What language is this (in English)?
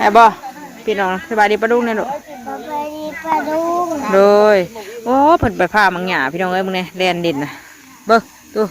Northeastern Thai